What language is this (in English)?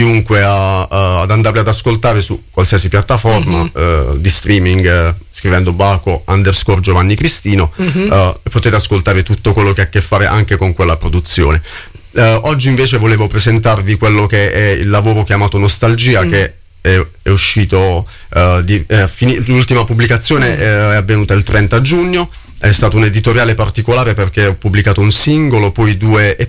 Italian